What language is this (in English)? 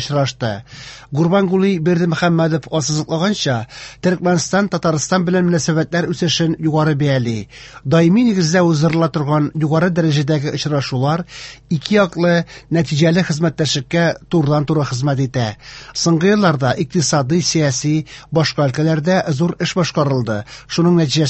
Tatar